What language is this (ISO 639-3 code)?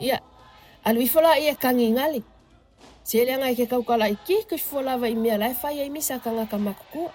smo